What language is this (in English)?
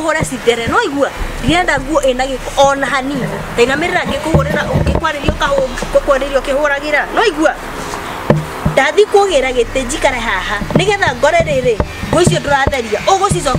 Kikuyu